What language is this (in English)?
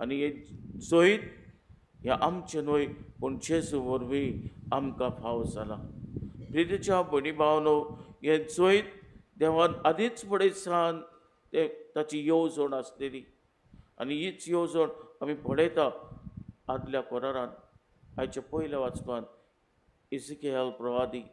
Konkani